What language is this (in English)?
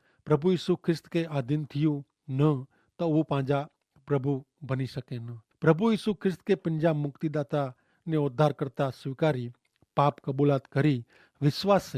Kachhi